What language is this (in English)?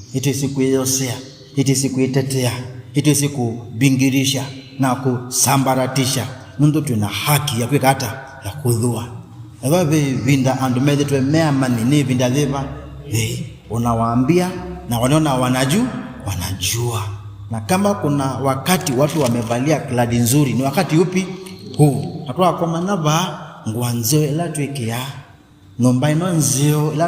Kamba